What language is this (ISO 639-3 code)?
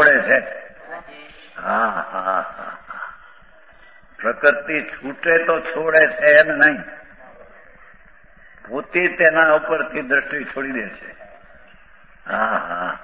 guj